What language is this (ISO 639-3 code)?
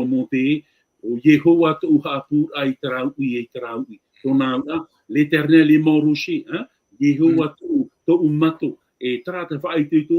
tah